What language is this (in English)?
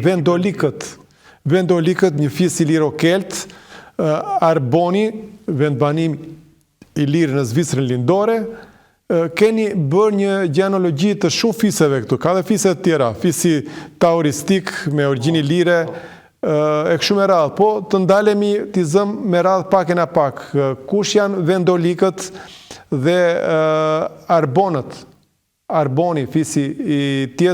Albanian